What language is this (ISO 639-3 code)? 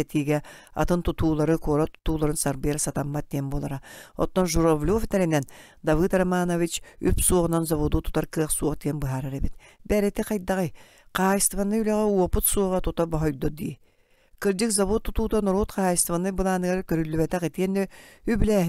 sah